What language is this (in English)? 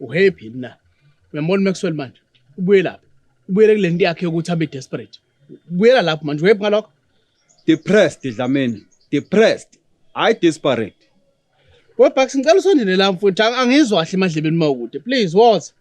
Zulu